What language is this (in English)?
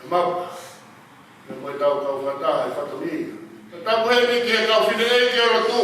Tongan